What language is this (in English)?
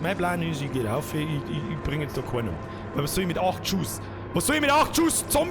Bavarian